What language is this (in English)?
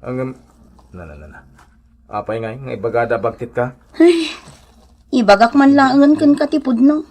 Iloko